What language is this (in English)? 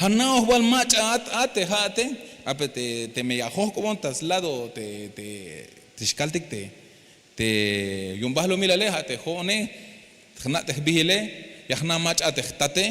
Tzeltal